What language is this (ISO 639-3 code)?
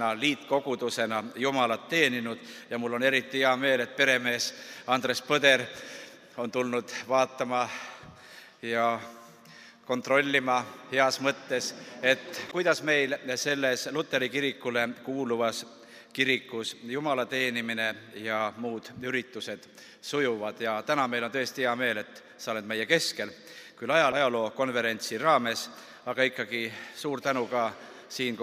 est